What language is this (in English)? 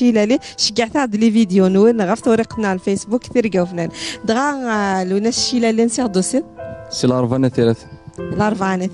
Kabyle